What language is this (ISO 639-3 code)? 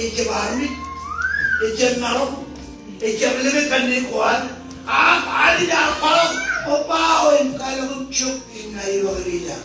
mah